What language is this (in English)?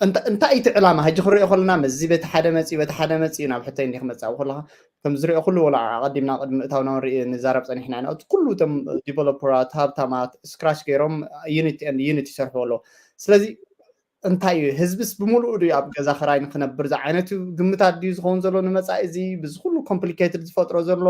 Tigrinya